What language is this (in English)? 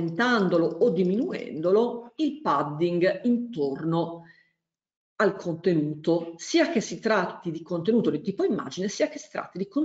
Italian